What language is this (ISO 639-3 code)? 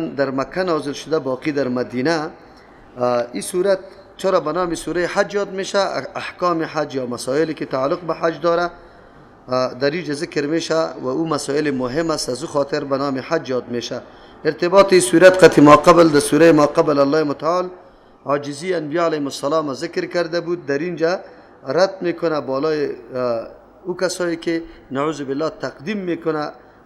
fas